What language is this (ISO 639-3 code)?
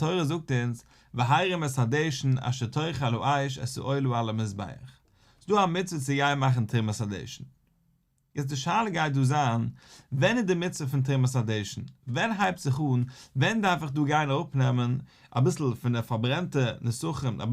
yid